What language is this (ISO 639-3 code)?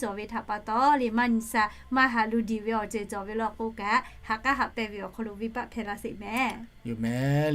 lhu